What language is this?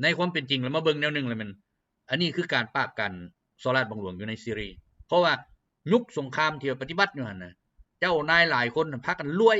Lao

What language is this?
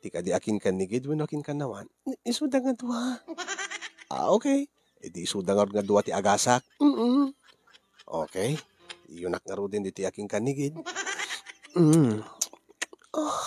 Iloko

